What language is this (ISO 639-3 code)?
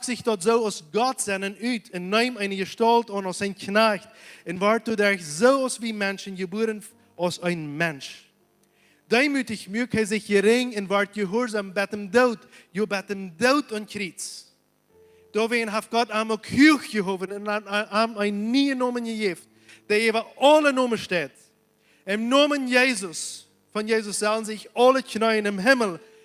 pdt